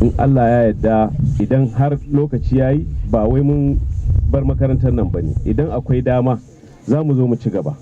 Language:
Hausa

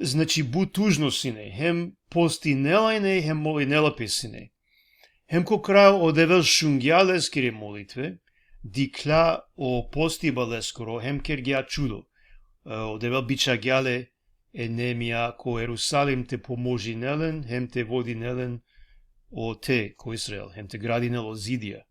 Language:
Balkan Romani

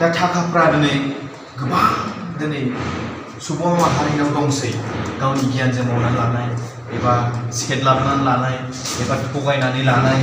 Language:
Bodo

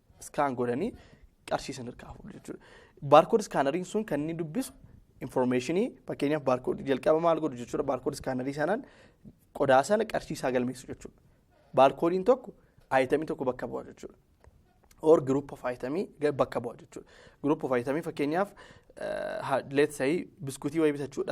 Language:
Oromo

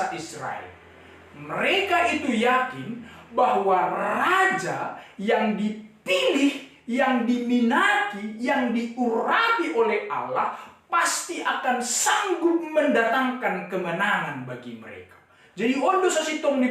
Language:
Batak Simalungun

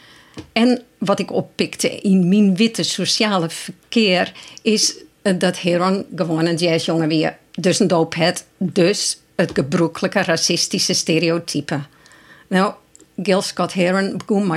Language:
Western Frisian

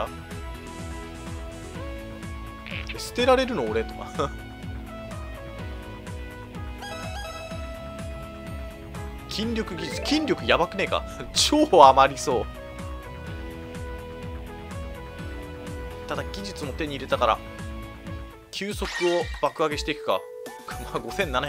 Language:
Japanese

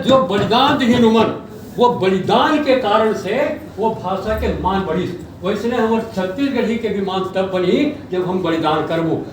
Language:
Chhattisgarhi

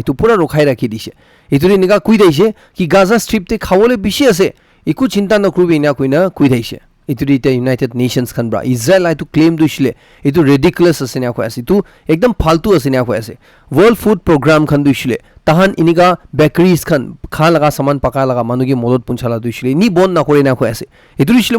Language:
Naga Pidgin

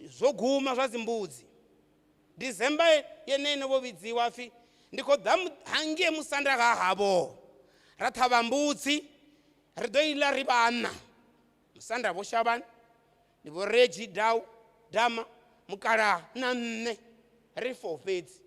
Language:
Venda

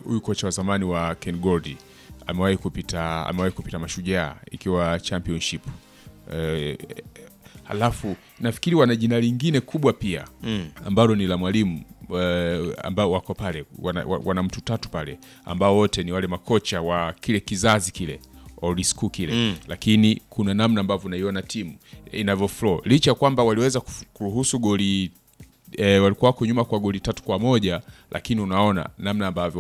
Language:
Swahili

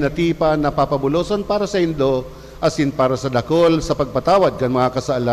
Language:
Bikol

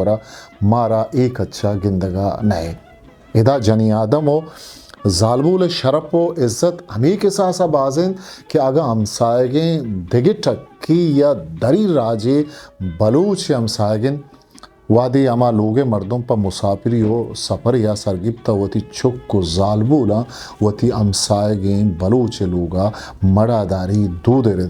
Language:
Eastern Balochi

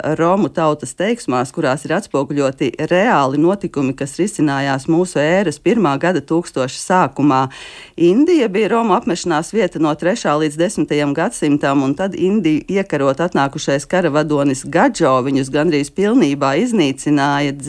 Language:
Latvian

